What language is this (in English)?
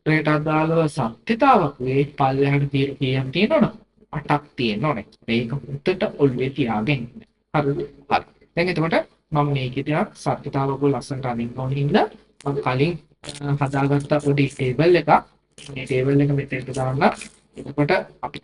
Sinhala